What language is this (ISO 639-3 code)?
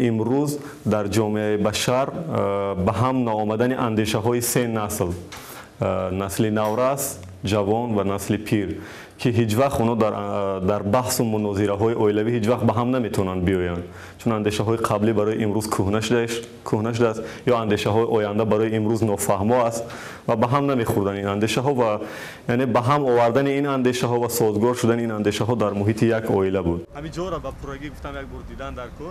tgk